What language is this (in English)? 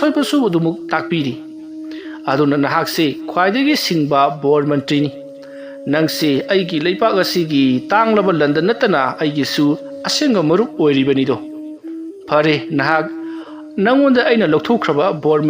Manipuri